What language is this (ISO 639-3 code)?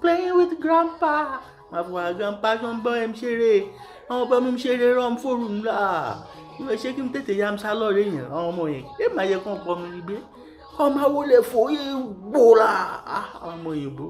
yor